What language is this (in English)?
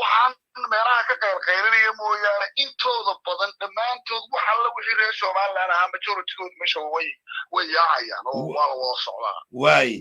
Somali